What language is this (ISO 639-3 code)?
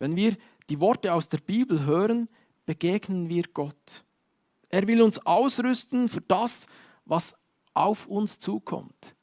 gsw